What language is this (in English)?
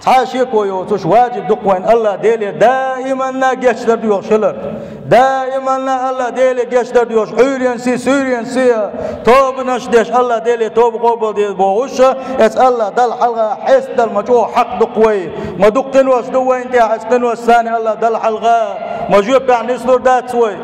Chechen